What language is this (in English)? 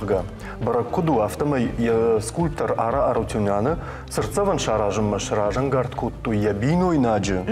Ossetic